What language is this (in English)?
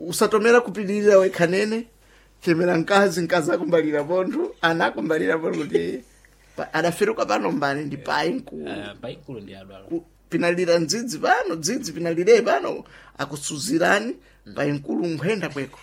Sena